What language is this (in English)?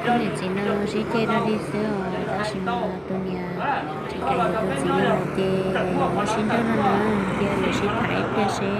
Hmong